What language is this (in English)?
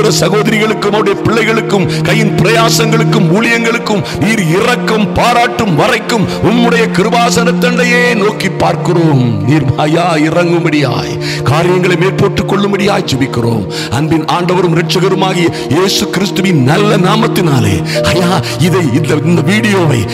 Tamil